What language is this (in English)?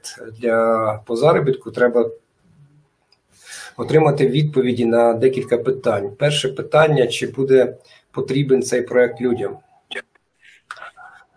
Ukrainian